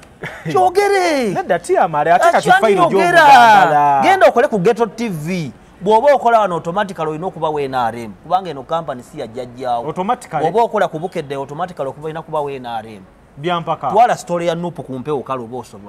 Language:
Ganda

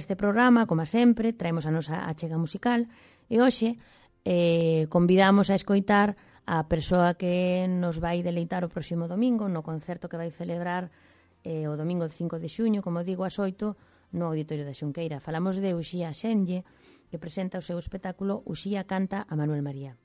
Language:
Galician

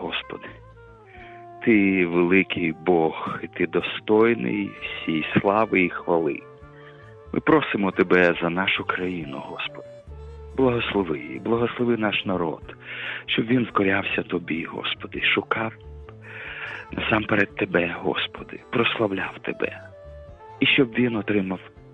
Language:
Ukrainian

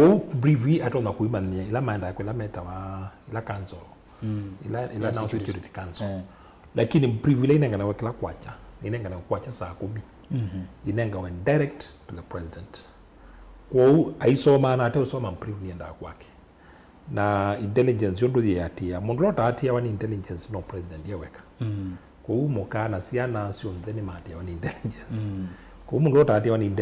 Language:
Kamba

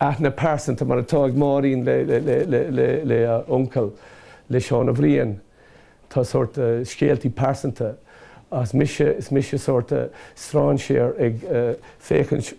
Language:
Irish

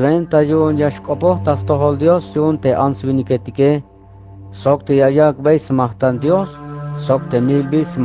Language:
Tzeltal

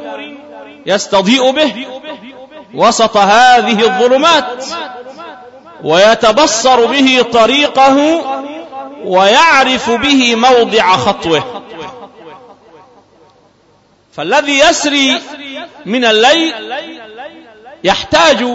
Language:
Arabic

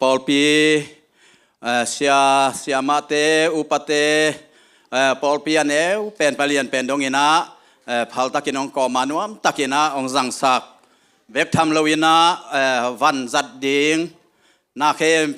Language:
Tedim Chin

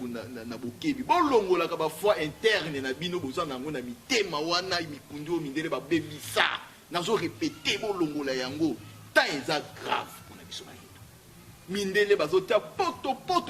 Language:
Lingala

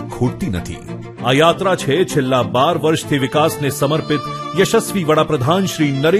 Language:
Gujarati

